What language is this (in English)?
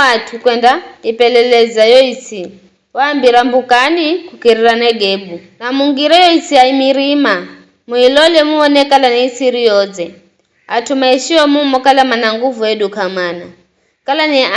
Giryama